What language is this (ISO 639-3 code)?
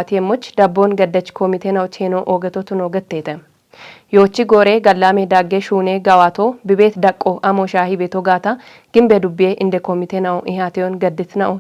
kbr